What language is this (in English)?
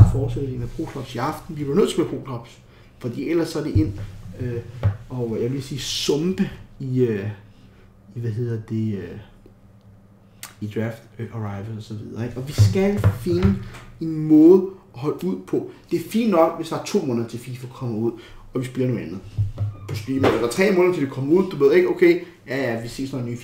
Danish